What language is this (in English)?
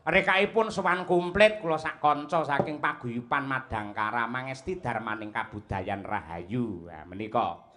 Javanese